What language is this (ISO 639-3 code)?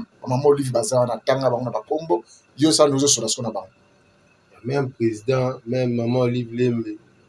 lin